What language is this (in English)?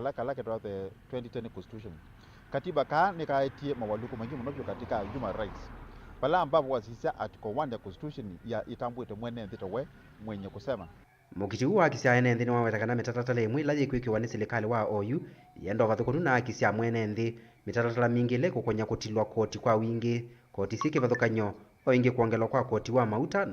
Kamba